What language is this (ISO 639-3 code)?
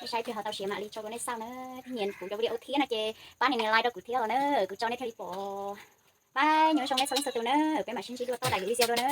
hmn